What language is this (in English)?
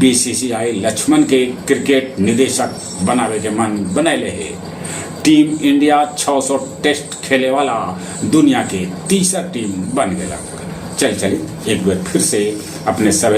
Magahi